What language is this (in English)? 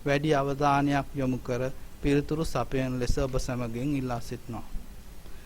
Sinhala